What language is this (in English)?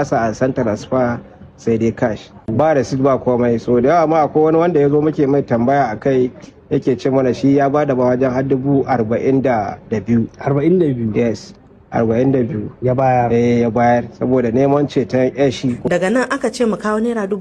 Hausa